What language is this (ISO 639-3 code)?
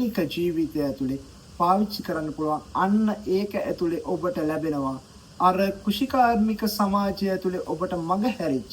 sin